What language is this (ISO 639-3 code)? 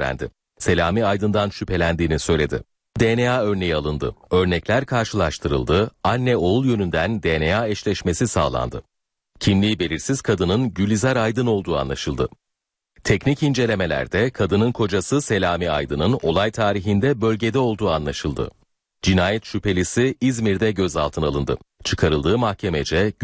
tur